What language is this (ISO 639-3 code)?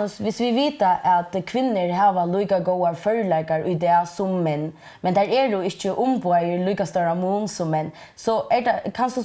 fao